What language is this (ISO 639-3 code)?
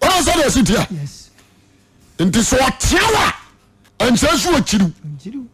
aka